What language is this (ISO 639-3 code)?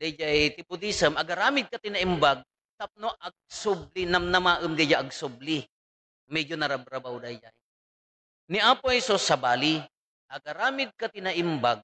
ilo